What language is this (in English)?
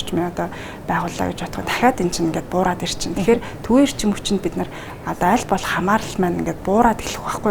Mongolian